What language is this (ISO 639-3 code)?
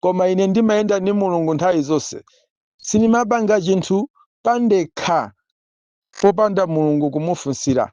nya